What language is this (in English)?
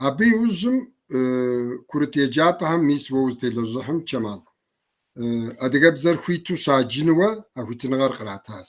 Kabardian